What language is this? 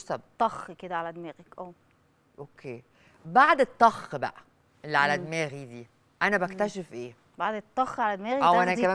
Egyptian Arabic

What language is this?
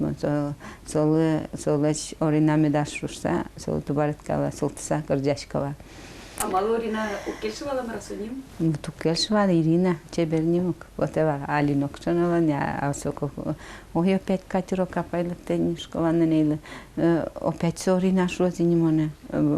Udmurt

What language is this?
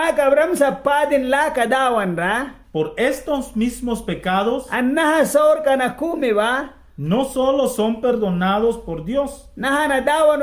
Mískito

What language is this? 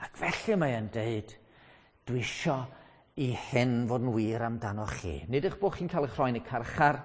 Welsh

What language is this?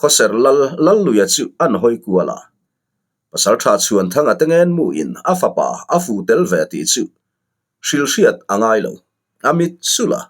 Mizo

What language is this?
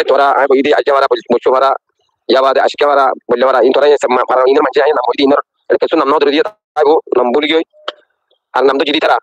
Rohingya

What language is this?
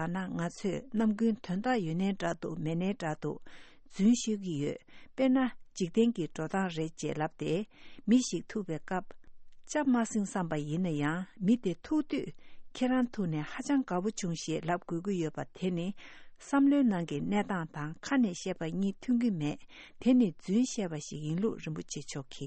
Tibetan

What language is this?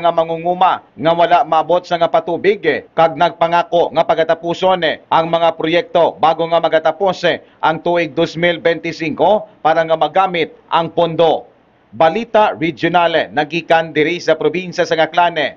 Hiligaynon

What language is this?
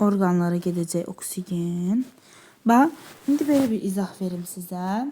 Azerbaijani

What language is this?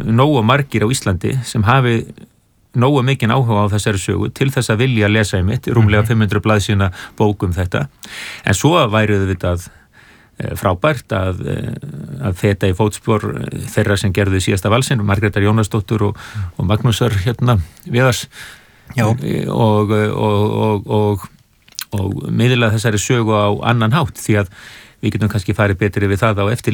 Icelandic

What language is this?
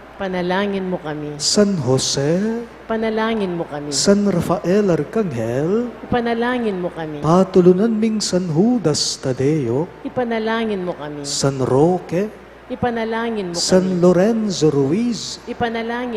Pampanga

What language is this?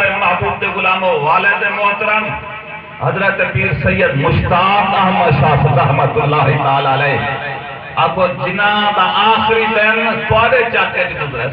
Saraiki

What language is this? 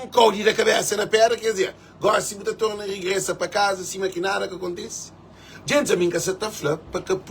Kabuverdianu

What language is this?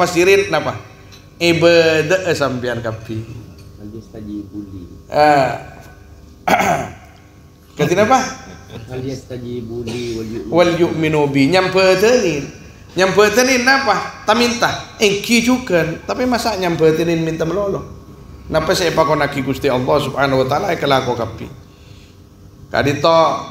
Madurese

